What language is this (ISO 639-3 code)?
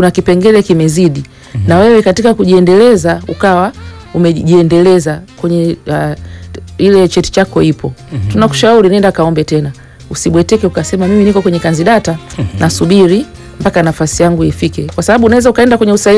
swa